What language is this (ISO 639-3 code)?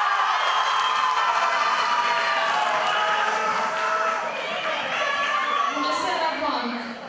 ron